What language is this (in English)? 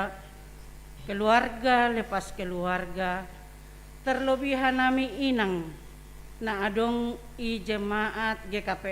Batak Simalungun